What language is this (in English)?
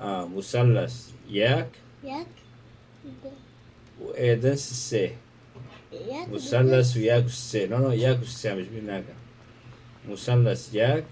Kurdish